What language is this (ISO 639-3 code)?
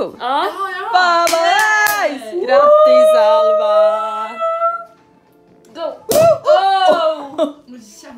swe